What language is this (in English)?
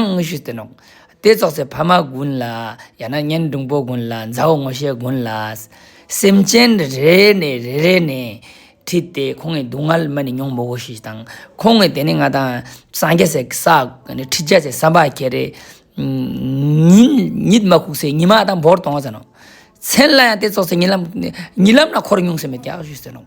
Ladakhi